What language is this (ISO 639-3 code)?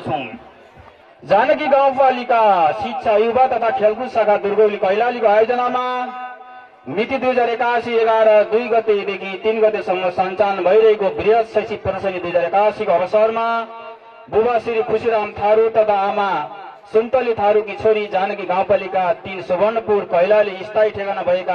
nep